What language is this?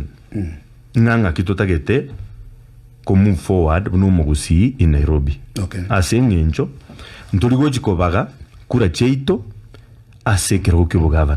Gusii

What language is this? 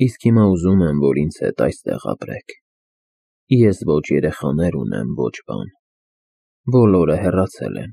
Armenian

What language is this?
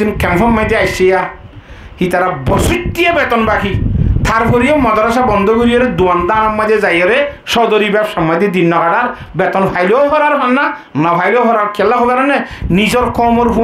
Rohingya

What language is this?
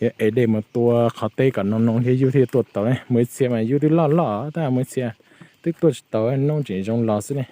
Hmong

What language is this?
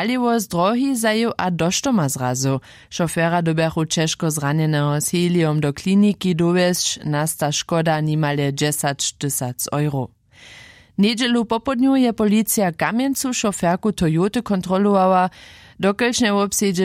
Upper Sorbian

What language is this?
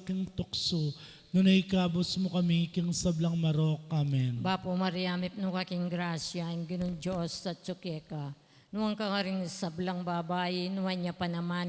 Pampanga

